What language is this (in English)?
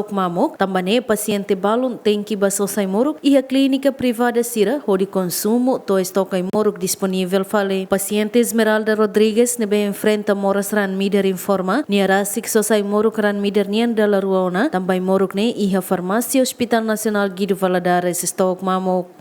Tetum